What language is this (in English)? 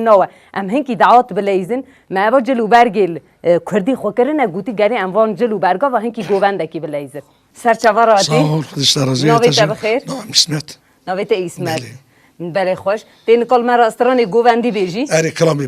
Kurdish